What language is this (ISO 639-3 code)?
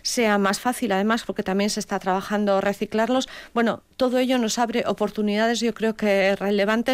spa